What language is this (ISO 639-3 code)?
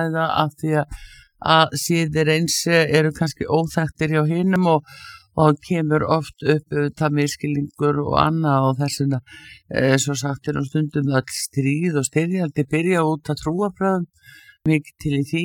isl